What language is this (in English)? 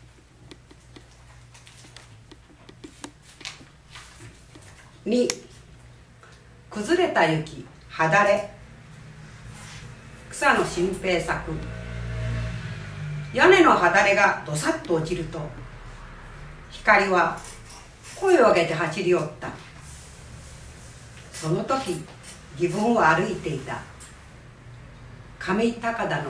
Japanese